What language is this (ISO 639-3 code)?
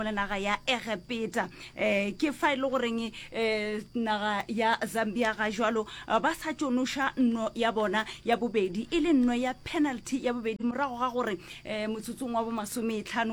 nso